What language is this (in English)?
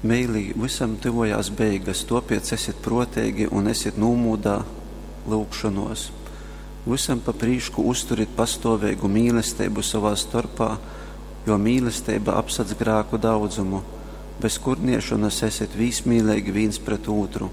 Latgalian